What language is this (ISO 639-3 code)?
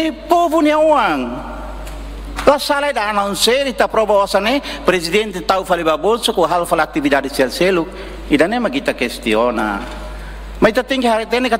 tet